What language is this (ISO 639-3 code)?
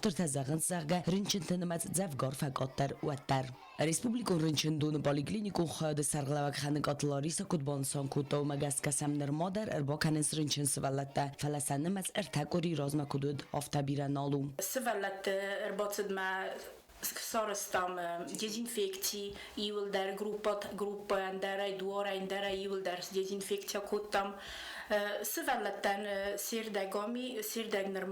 oss